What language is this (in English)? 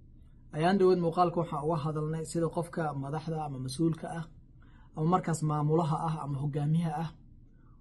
Somali